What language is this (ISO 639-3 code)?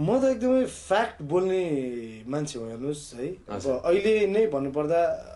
nep